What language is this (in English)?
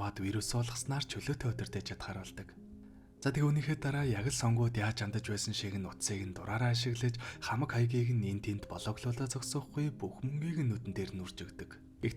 Mongolian